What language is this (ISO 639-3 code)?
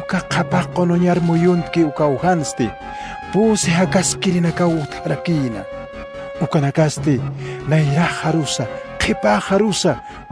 aym